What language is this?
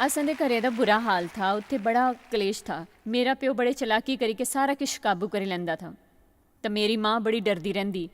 Dogri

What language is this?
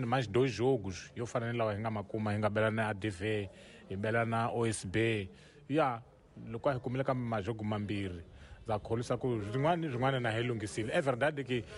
Tsonga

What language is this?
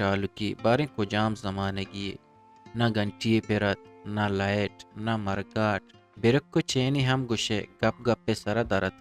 Eastern Balochi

